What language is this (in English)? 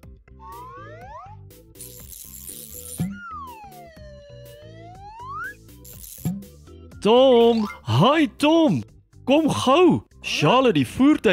Afrikaans